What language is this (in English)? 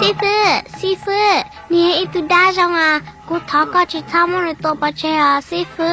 Hmong